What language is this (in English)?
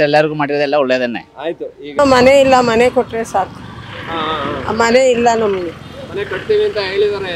Kannada